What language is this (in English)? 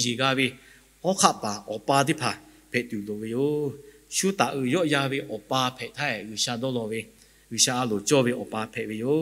Lahu